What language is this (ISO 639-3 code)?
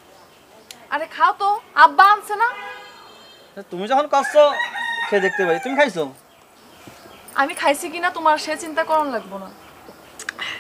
ben